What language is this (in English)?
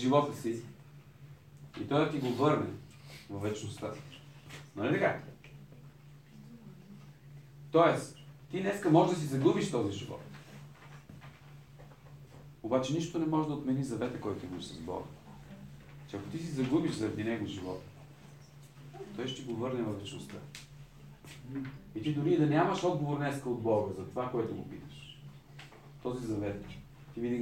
Bulgarian